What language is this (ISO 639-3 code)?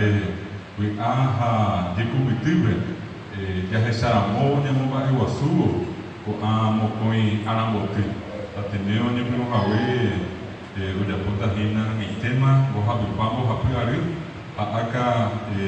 grn